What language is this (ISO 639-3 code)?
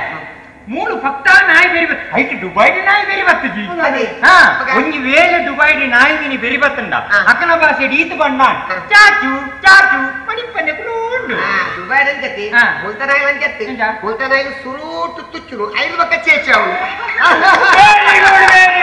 tcy